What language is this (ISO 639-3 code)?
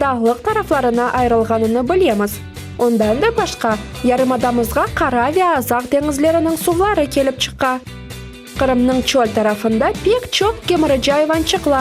crh